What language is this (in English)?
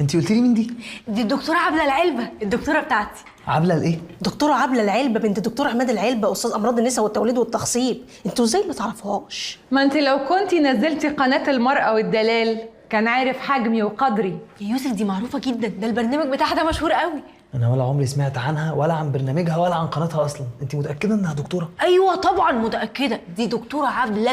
Egyptian Arabic